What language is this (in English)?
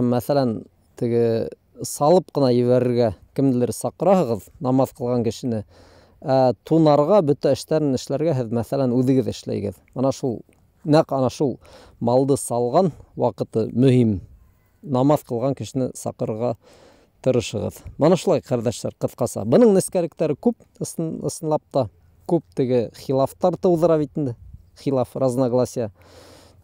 Bashkir